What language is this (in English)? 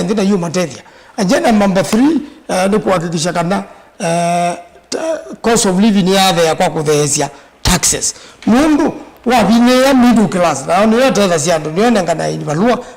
Kamba